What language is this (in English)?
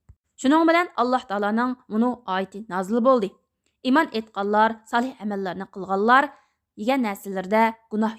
Uyghur